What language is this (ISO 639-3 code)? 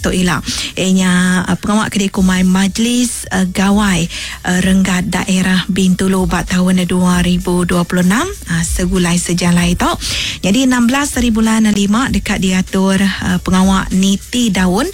iba